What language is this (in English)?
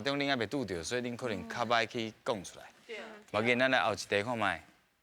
Min Nan Chinese